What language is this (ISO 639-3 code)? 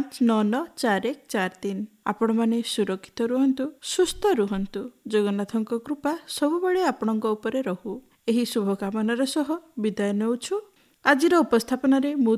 ori